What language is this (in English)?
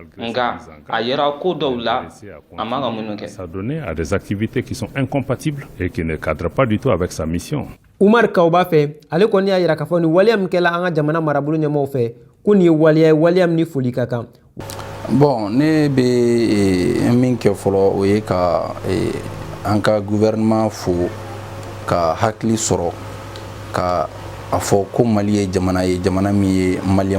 Bambara